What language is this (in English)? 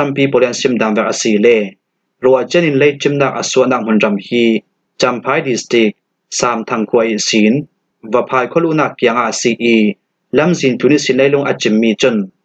Falam Chin